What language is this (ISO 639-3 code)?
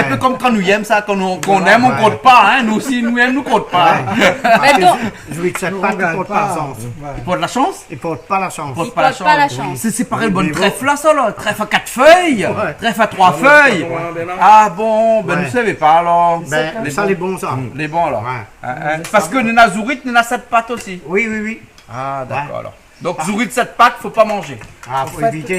rcf